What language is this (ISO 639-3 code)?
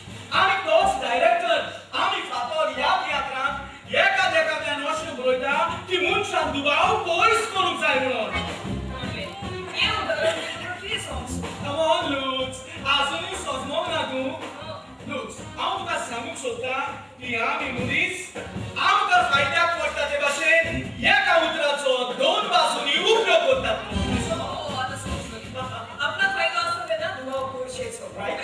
kok